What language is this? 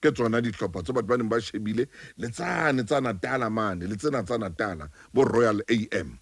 Southern Sotho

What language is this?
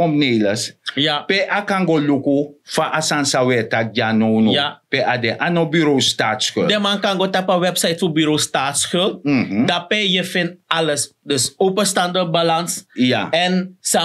Sranan Tongo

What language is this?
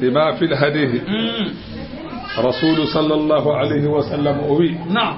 Fula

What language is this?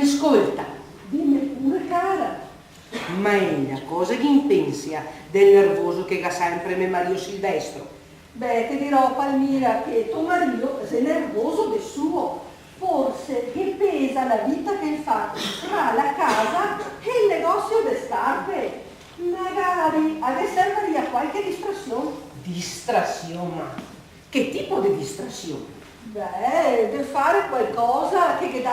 Venetian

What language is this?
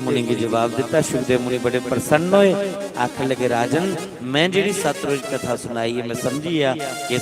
Dogri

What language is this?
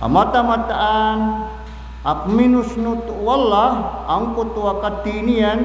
Maranao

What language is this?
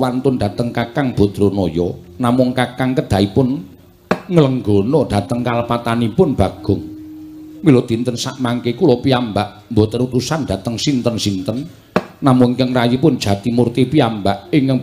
Javanese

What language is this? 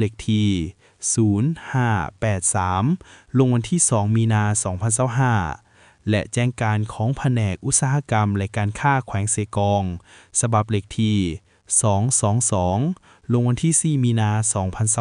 Lao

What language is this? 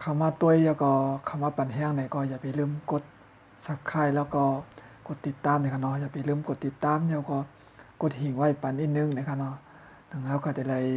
Shan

